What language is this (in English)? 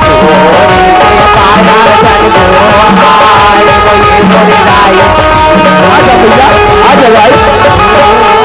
Chhattisgarhi